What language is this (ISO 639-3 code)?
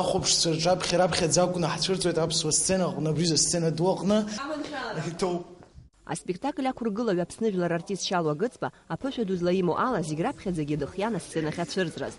abk